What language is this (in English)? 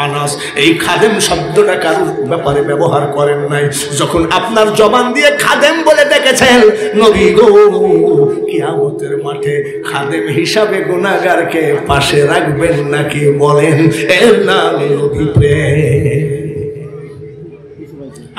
Bangla